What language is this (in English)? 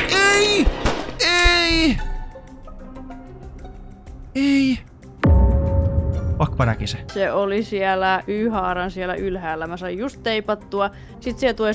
Finnish